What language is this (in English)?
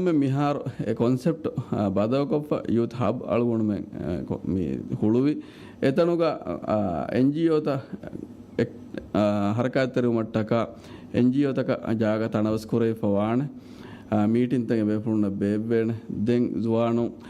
Divehi